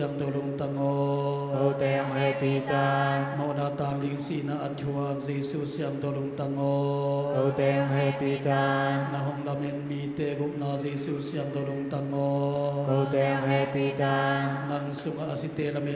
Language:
Tedim Chin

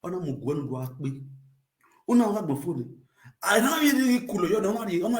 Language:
Nigerian Pidgin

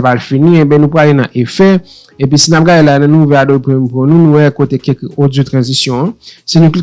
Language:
Haitian Creole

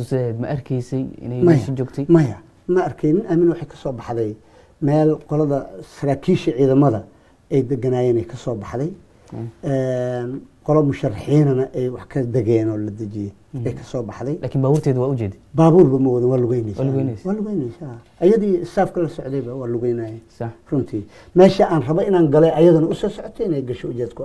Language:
Somali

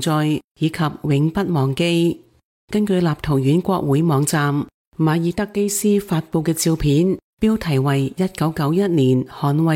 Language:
Cantonese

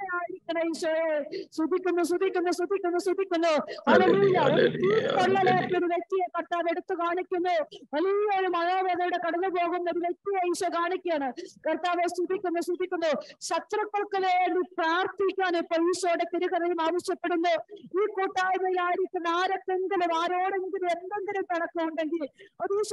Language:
Malayalam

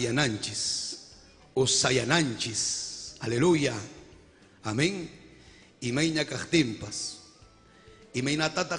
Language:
Ayacucho Quechua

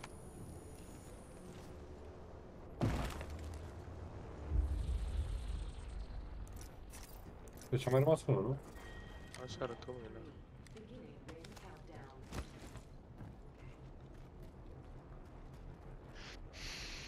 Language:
Romanian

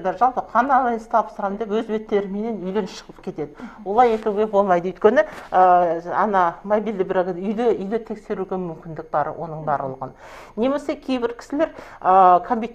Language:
Kazakh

